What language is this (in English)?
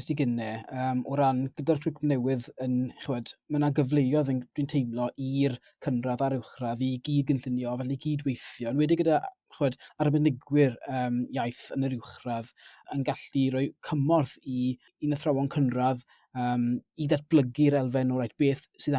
Welsh